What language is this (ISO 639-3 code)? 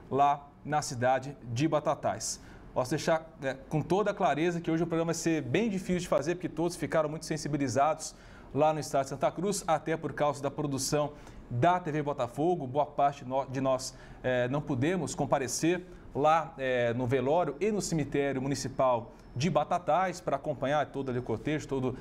por